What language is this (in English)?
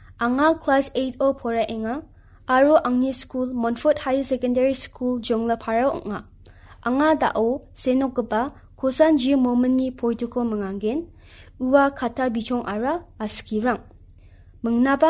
Garo